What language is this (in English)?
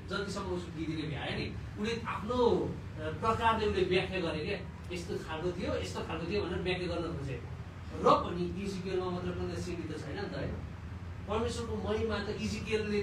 Nepali